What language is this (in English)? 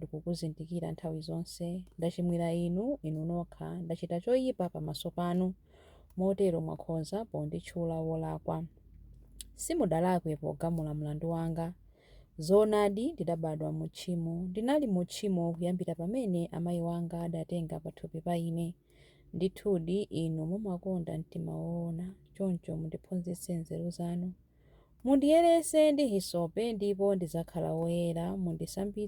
Nyanja